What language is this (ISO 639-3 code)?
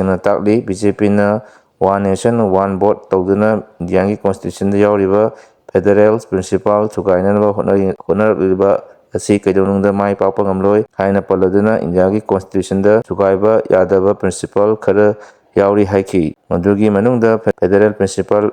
mni